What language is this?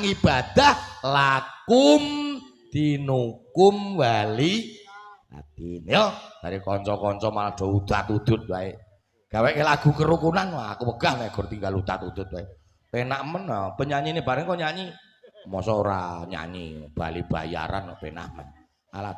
Javanese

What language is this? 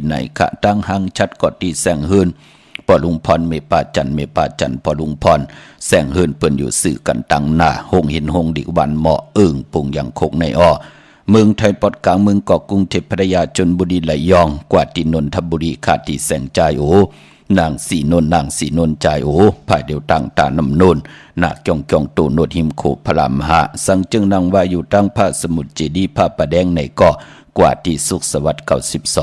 Shan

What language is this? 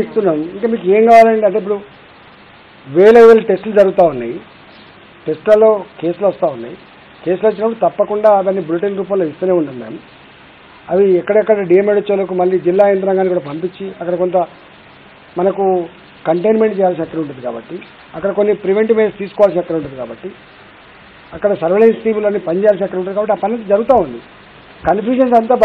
Telugu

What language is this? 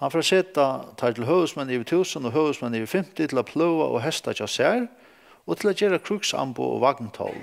Faroese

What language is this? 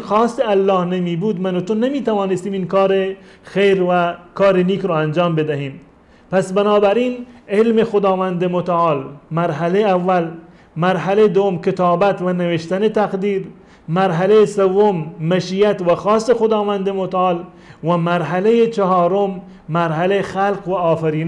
Persian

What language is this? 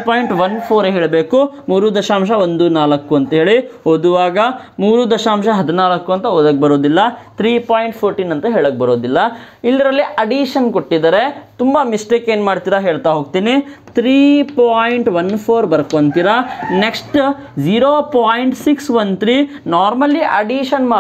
Kannada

